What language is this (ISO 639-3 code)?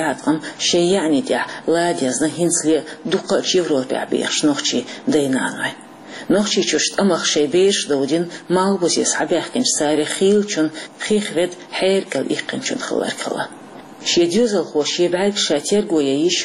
che